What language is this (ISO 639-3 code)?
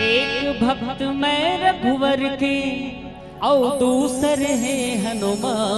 hne